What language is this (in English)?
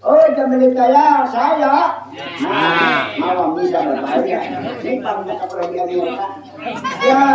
Banjar